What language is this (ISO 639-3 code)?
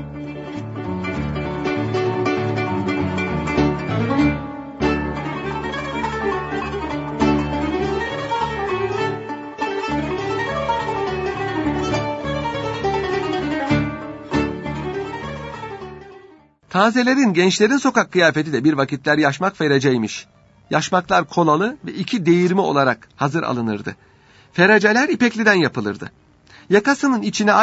tur